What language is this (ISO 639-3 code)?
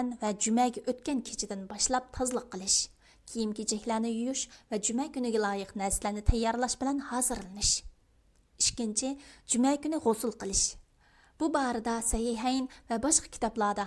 uig